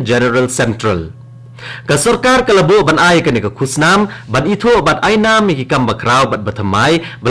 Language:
Khasi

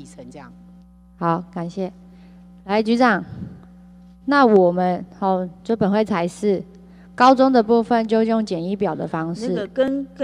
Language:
Chinese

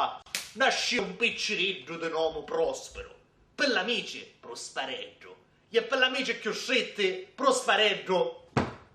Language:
Sicilian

